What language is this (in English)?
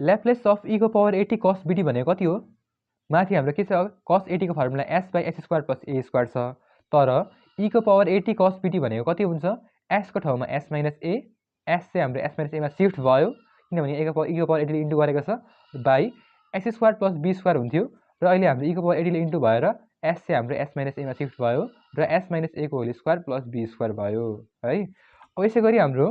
Nepali